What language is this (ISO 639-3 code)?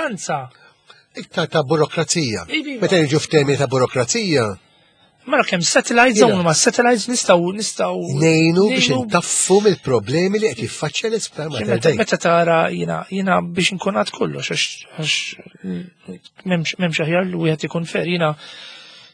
mlt